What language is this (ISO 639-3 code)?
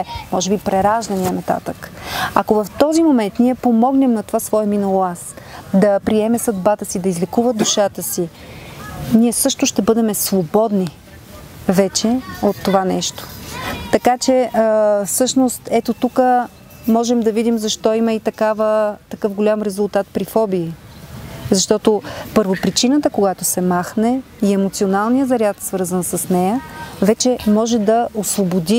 bul